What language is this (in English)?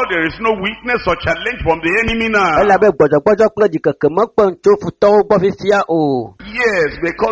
Ewe